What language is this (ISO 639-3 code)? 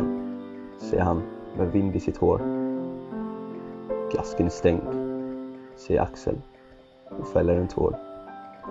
swe